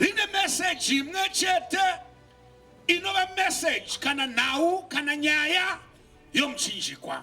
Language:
Shona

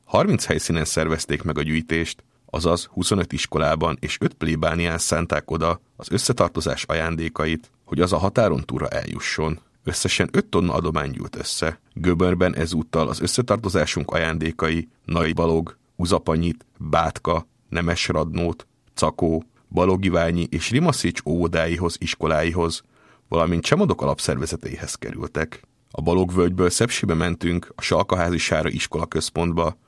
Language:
Hungarian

